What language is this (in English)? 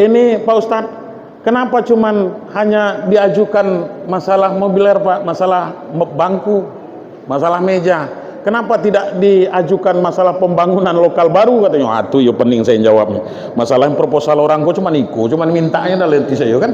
Minangkabau